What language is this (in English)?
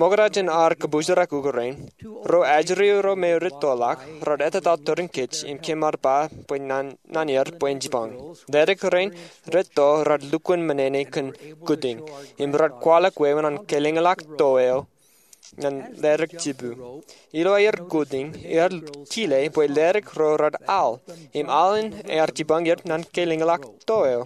Marshallese